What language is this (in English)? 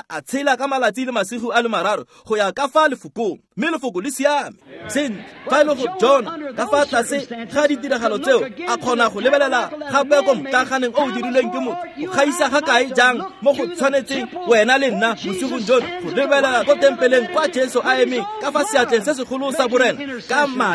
Tswana